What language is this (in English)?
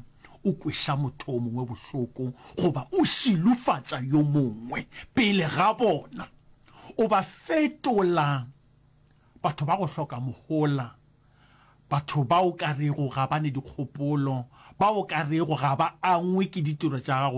Northern Sotho